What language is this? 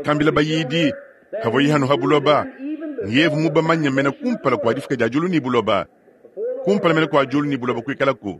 Luba-Lulua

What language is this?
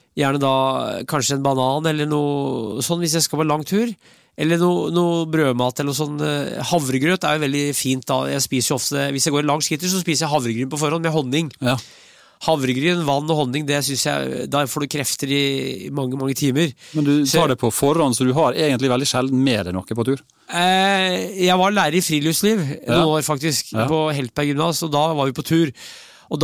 Norwegian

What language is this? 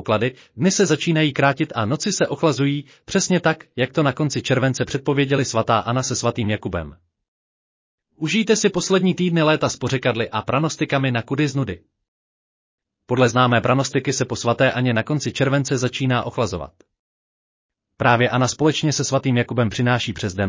Czech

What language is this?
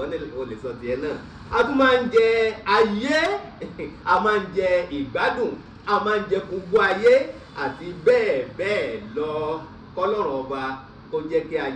Yoruba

